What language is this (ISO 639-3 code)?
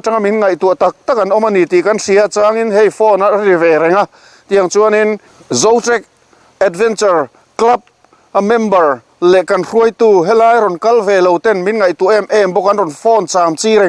lus